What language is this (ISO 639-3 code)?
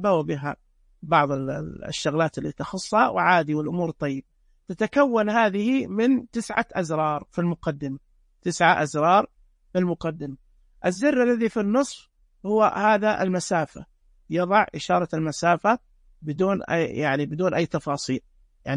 ars